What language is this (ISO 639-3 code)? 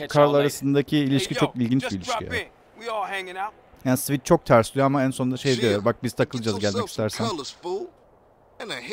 tur